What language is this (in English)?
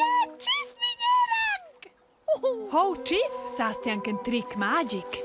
Romansh